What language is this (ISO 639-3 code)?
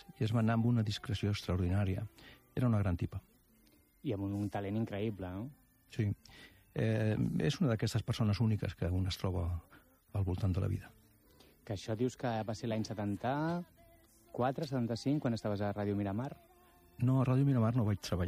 cat